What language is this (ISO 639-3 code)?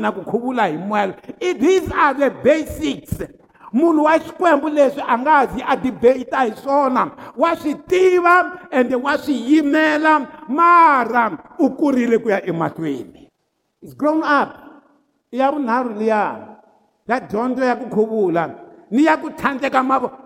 tso